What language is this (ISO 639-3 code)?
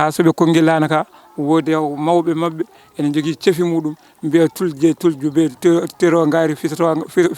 ful